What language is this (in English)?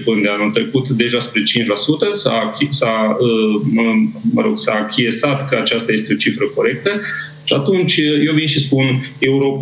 Romanian